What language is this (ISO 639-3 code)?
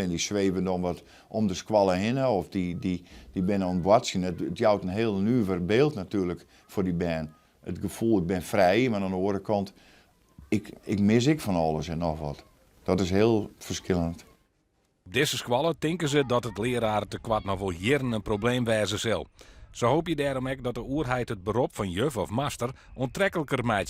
fry